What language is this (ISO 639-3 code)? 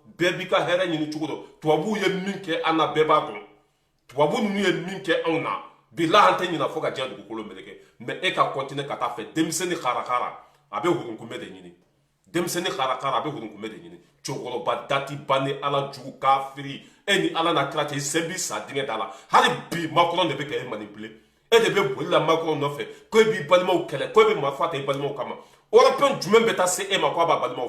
bam